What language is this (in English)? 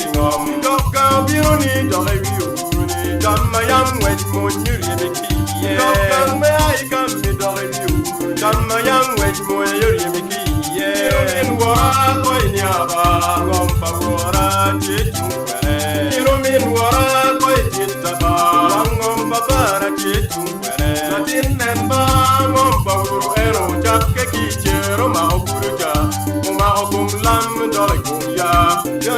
Acoli